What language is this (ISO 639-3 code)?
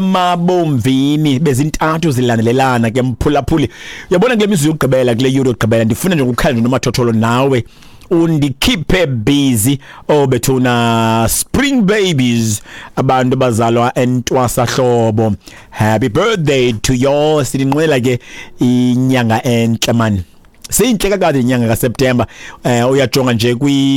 xho